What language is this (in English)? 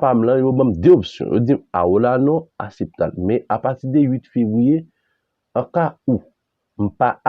Haitian Creole